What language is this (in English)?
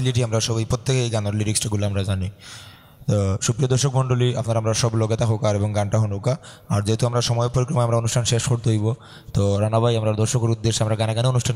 Sylheti